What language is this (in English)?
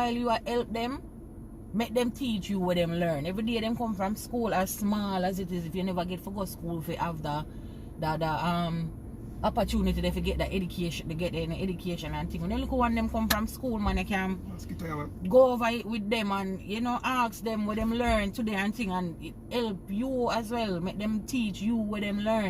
Jamaican Creole English